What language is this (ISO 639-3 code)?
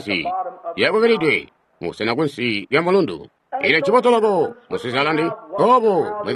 toi